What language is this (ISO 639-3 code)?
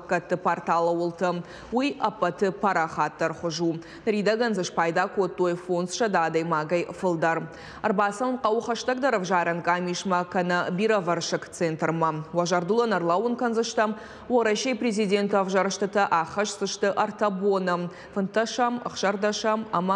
oss